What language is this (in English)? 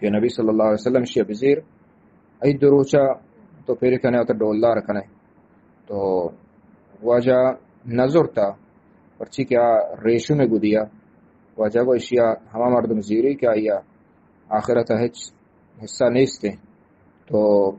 Eastern Balochi